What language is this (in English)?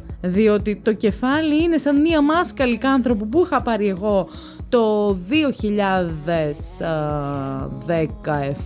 Greek